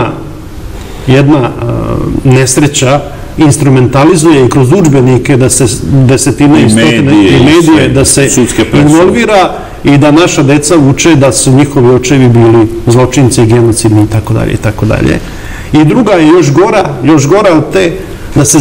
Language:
Serbian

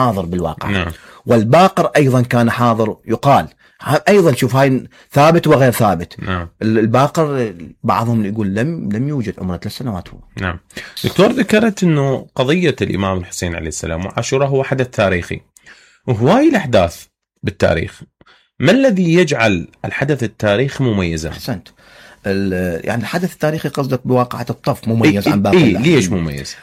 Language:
Mesopotamian Arabic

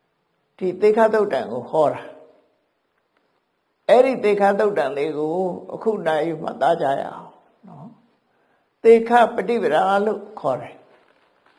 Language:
Burmese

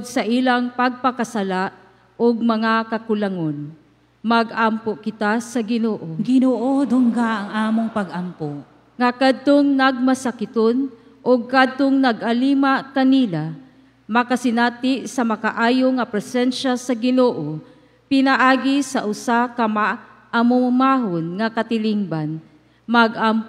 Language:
Cebuano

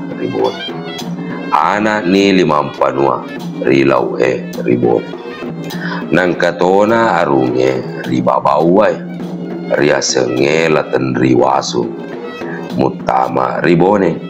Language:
Buginese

